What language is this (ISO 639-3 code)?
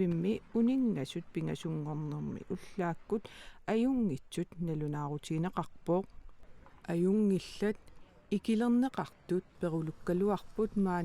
kal